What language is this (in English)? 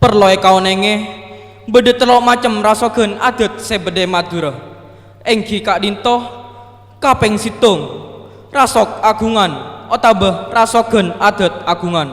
Madurese